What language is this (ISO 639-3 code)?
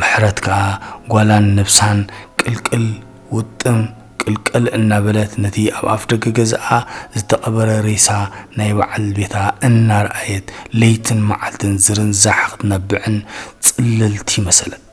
tir